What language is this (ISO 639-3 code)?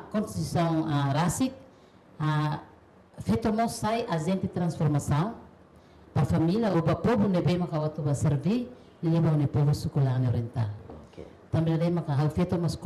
tet